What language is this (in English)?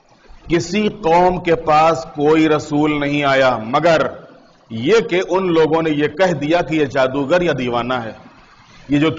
Urdu